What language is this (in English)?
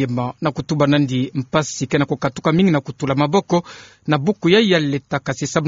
Kituba (Democratic Republic of Congo)